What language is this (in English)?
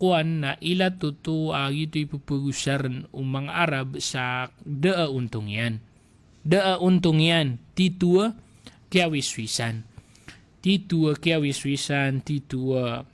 Maranao